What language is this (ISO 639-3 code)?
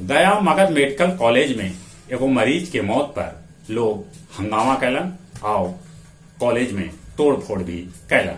mag